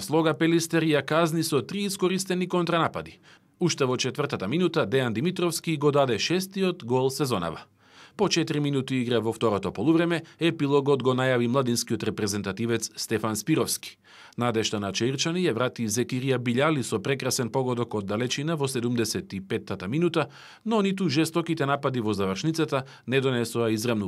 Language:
Macedonian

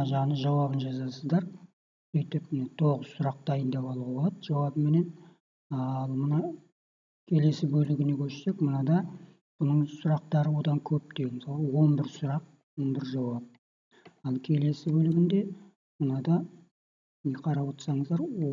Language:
Kazakh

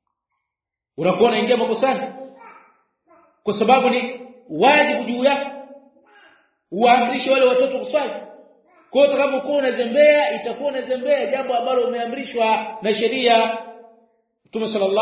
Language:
Swahili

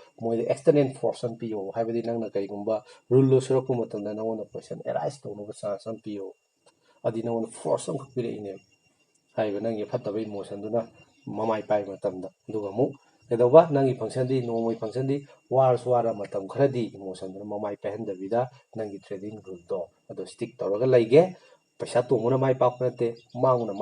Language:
Manipuri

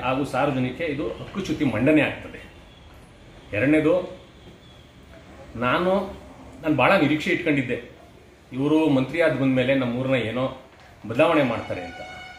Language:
Kannada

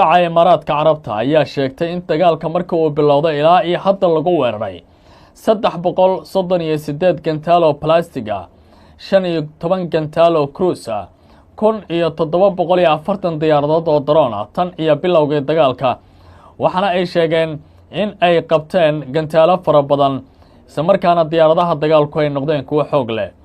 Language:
Somali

